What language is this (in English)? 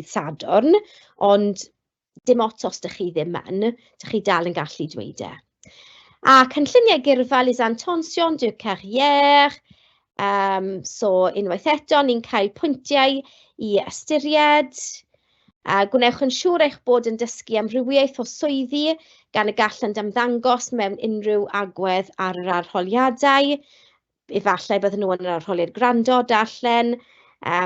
Welsh